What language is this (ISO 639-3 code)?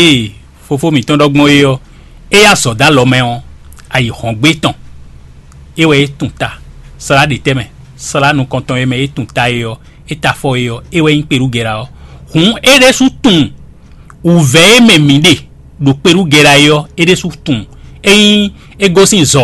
fon